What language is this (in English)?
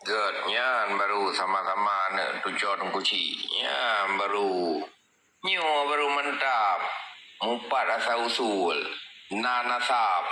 Achinese